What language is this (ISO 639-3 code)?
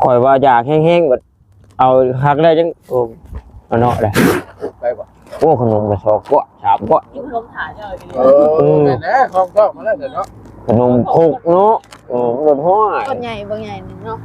lao